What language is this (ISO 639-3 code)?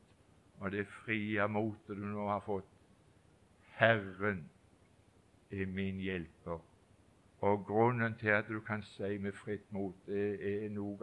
nor